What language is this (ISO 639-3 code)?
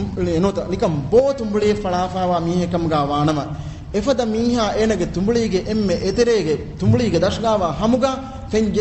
div